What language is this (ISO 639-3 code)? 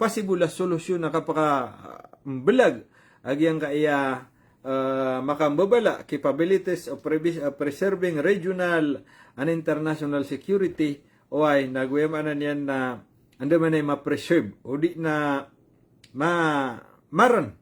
mrw